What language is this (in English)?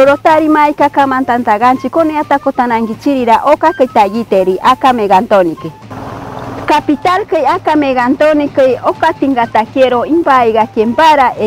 Machiguenga